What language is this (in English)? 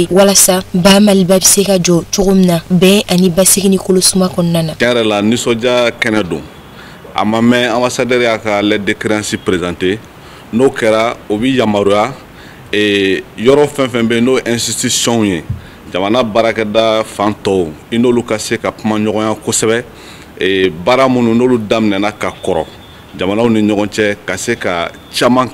Bambara